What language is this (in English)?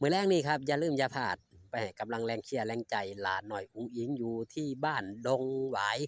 Northeastern Thai